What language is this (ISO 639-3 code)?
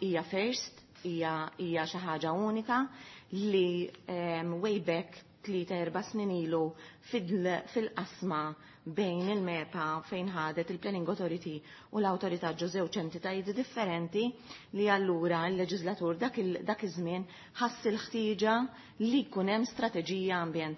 mlt